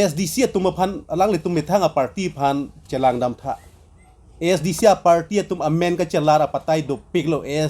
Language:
Karbi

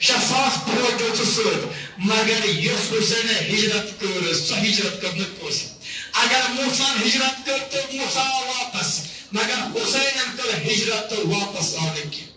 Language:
Kashmiri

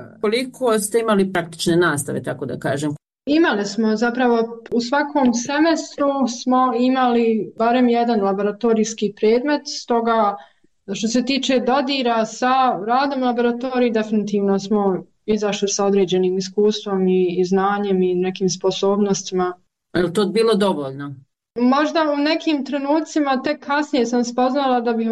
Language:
Croatian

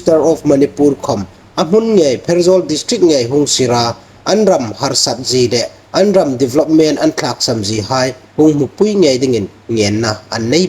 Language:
Hmar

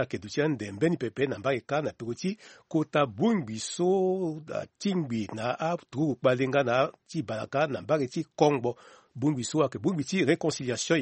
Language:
Sango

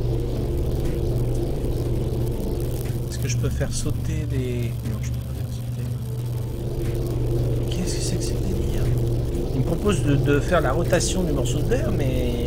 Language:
French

